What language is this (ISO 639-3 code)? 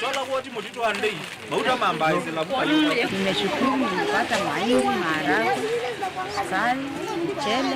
kam